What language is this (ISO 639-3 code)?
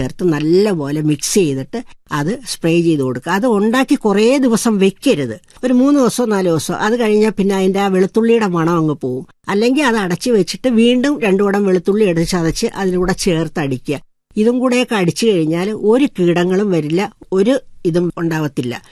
mal